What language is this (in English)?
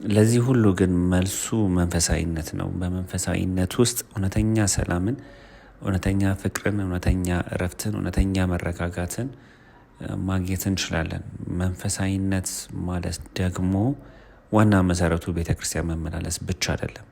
Amharic